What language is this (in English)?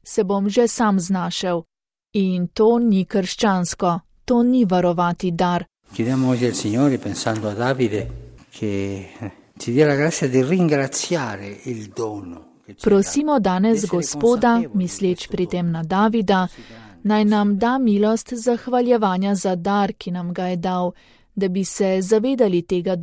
Slovenian